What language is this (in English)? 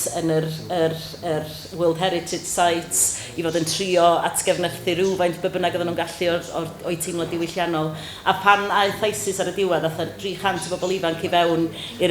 Welsh